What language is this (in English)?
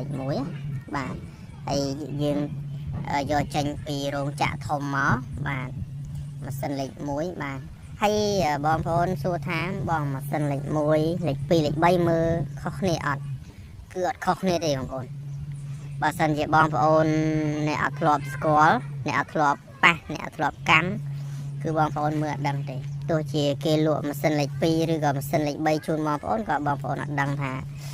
Khmer